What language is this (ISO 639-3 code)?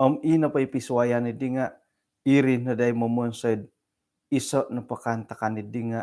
dtp